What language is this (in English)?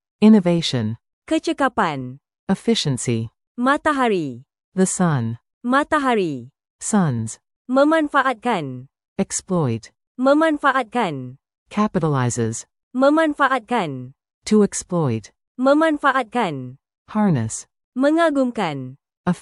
Malay